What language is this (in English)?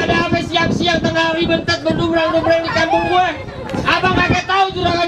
Betawi